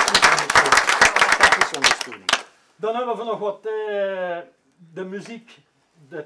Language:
Limburgish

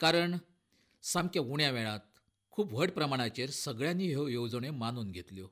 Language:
Konkani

